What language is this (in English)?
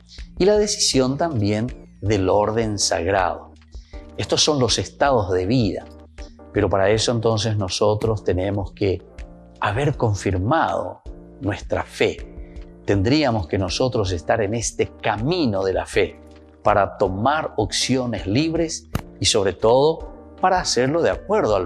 Spanish